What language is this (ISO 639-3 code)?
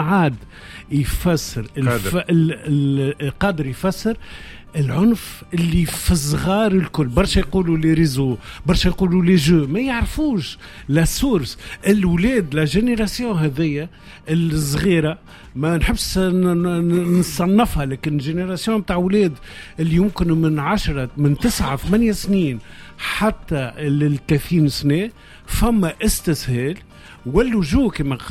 aeb